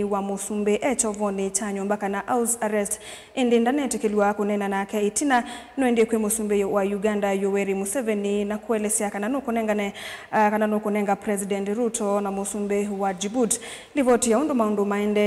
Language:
Kamba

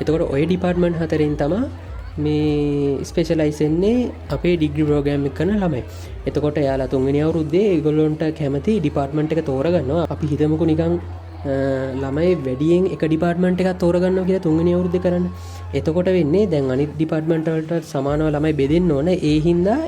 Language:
Sinhala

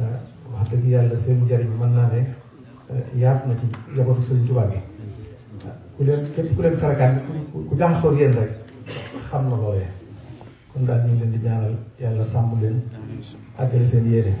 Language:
Wolof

